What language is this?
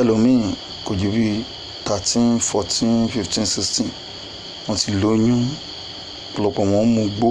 Yoruba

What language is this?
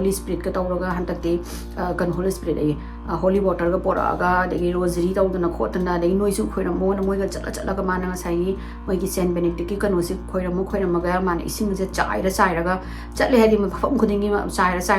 Manipuri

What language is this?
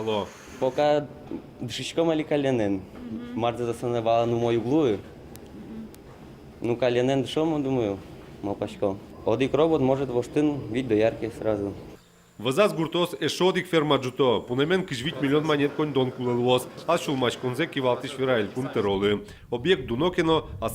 Udmurt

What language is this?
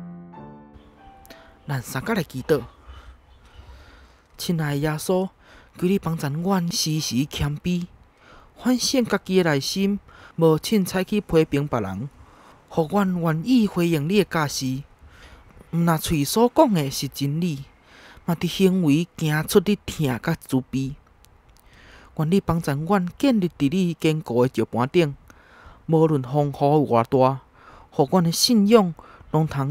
Min Nan Chinese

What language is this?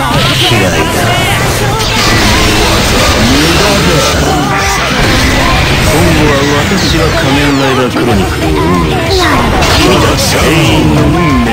Japanese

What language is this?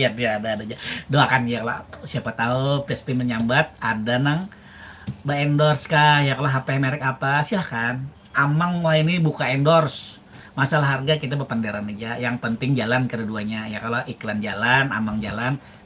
Banjar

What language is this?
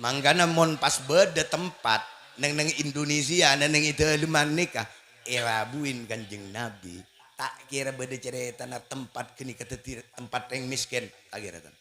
Madurese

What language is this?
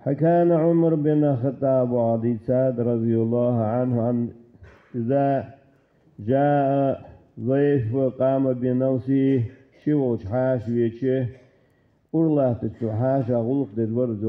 Ingush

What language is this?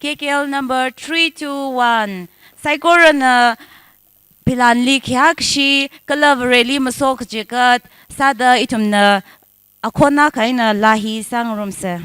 Tangkhul Naga (India)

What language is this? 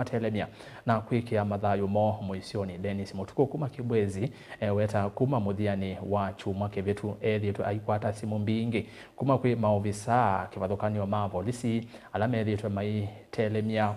Kamba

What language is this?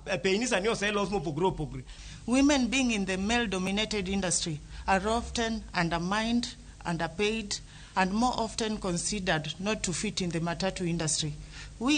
Luo (Kenya and Tanzania)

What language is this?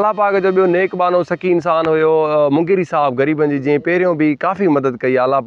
Sindhi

